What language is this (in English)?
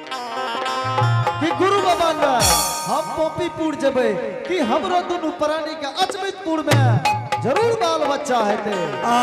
Angika